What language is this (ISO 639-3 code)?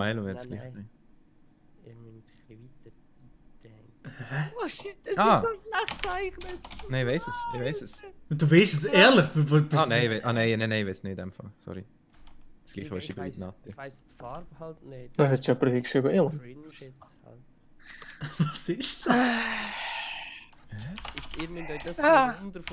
gsw